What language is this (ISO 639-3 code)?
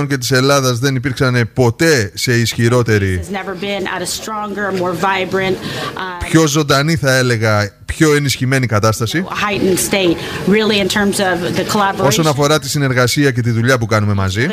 ell